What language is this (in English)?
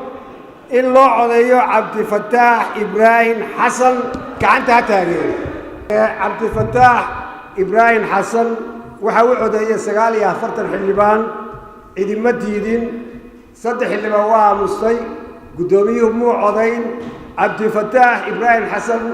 Somali